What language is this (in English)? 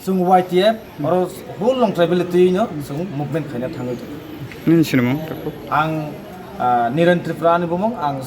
Kok Borok